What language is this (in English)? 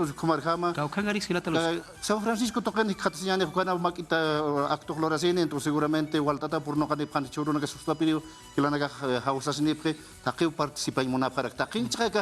Aymara